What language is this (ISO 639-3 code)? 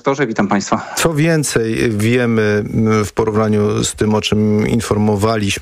pol